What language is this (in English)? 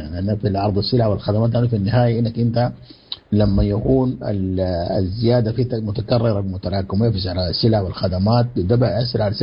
Sudanese Arabic